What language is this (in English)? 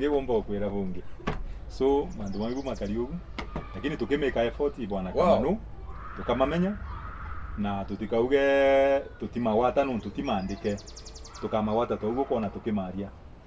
Meru